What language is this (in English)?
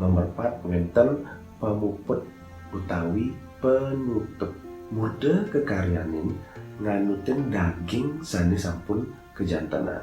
Balinese